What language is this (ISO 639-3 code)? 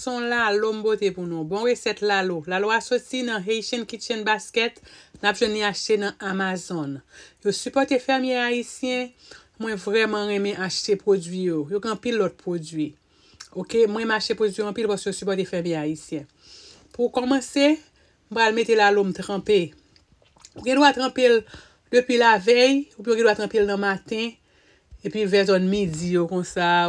hat